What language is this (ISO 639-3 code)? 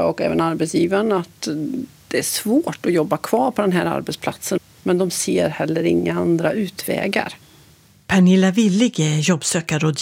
swe